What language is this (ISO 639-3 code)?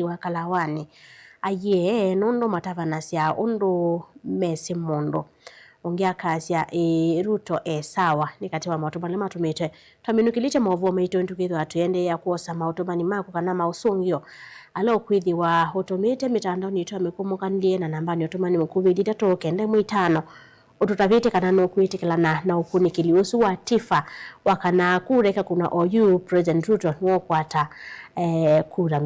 kam